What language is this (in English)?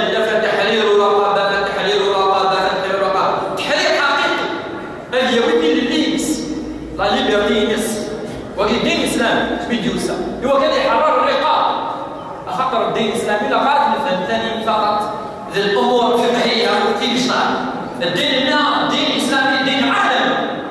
Kabyle